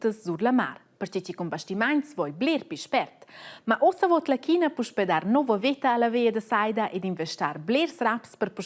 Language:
Romansh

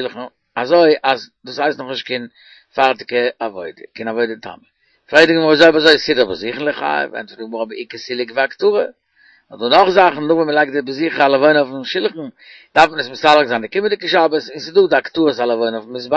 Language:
Yiddish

